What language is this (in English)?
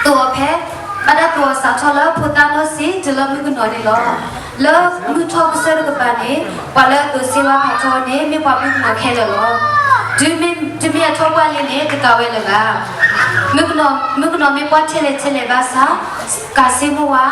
S'gaw Karen